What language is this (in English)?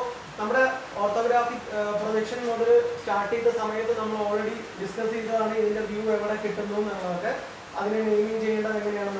Malayalam